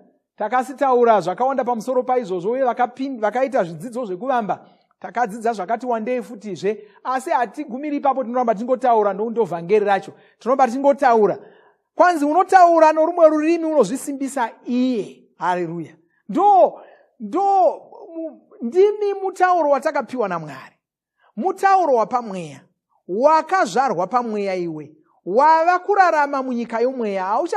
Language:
Shona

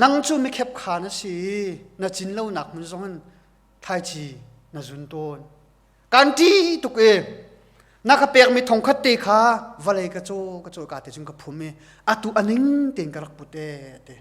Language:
Hakha Chin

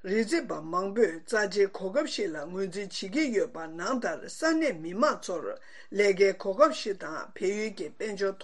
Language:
Tibetan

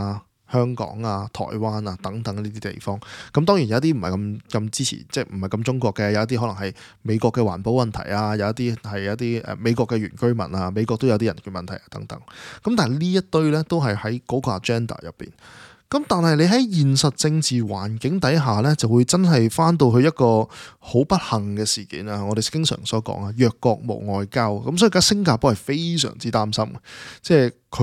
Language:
Cantonese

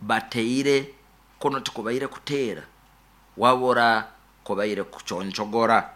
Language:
Nyoro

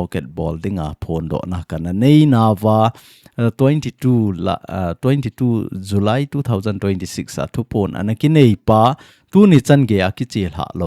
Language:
Thado Chin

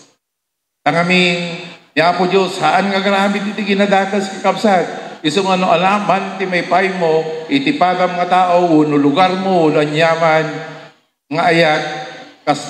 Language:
Iloko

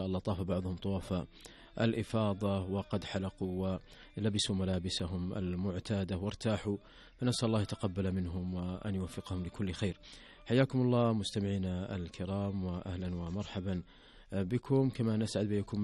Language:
Arabic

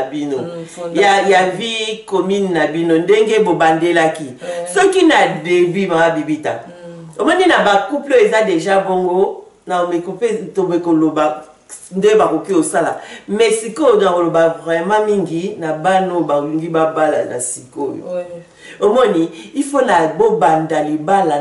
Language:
Lingala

